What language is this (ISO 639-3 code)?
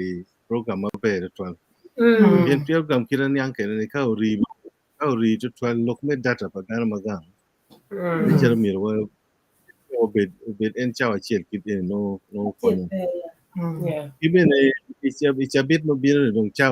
ach